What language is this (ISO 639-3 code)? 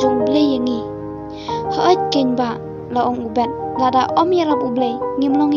kha